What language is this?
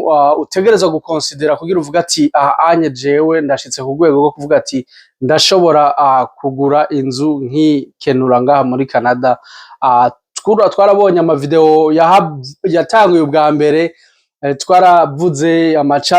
Rundi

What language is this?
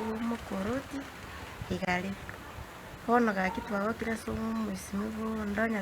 Gusii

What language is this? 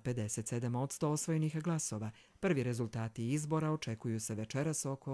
Serbian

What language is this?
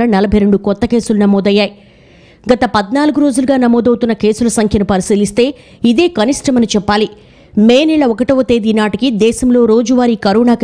Telugu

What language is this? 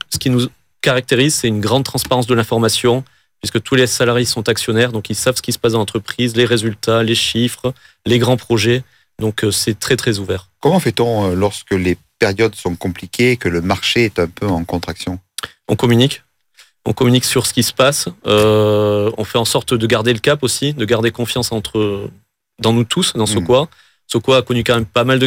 French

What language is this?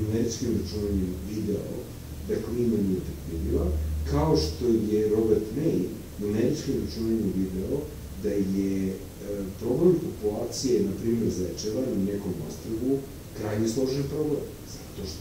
Serbian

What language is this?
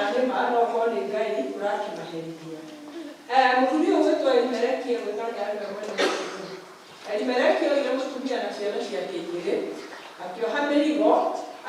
Kikuyu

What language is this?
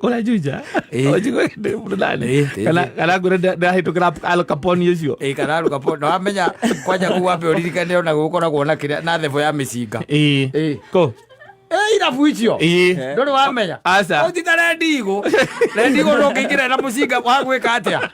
Kikuyu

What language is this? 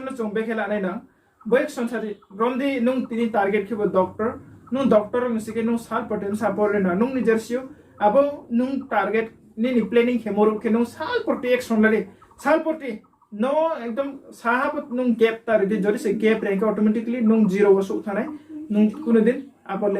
Riang (India)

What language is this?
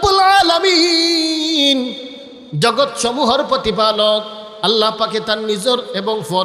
Sylheti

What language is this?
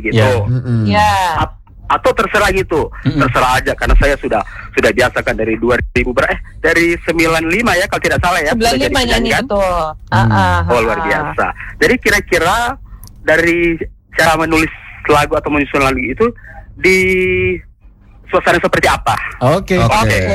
Indonesian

